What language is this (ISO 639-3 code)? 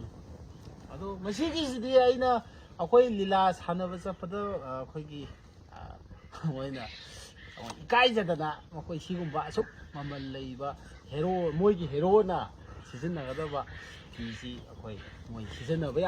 mni